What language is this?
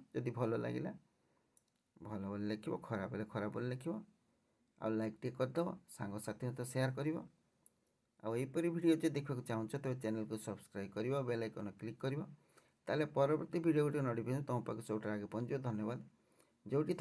Odia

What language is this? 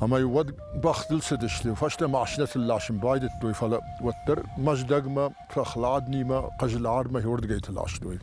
Ossetic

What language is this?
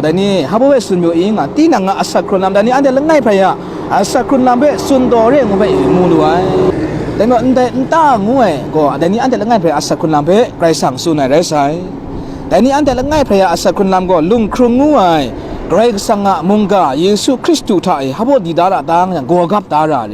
Kachin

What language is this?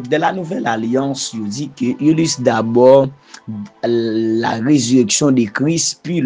Haitian Creole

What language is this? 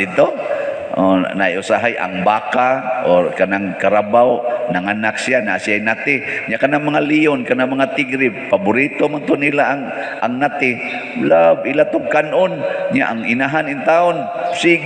Cebuano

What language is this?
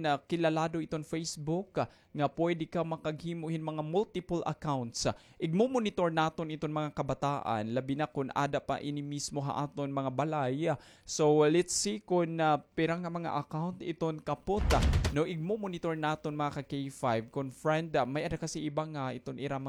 Waray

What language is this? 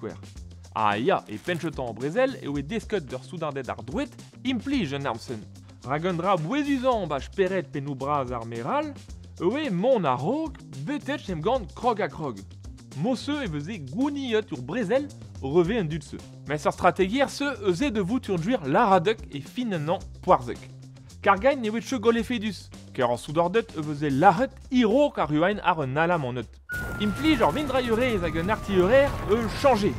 Breton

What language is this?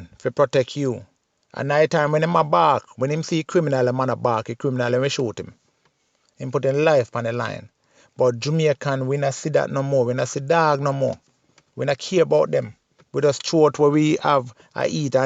Jamaican Creole English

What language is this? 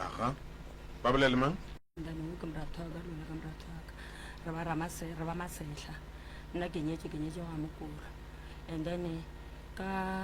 Northern Sotho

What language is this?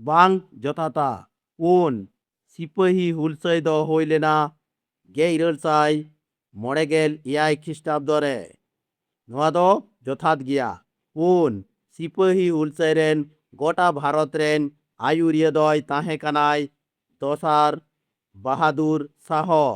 Santali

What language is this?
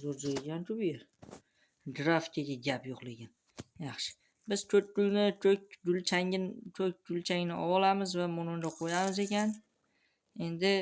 Uzbek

